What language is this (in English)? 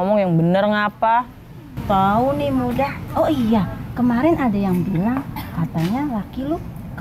Betawi